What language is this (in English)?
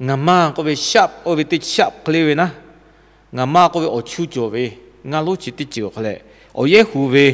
Lahu